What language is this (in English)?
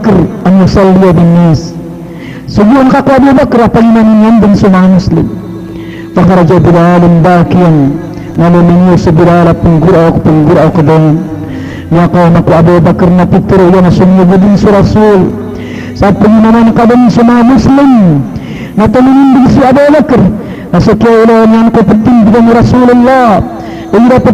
Maranao